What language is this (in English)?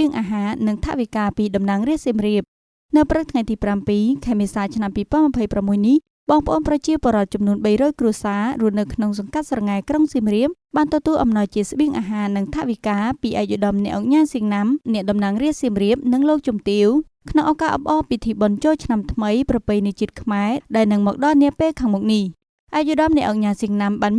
Khmer